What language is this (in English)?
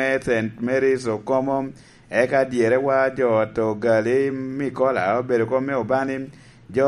Lango (Uganda)